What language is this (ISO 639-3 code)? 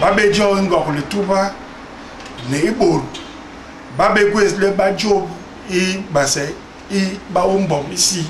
bas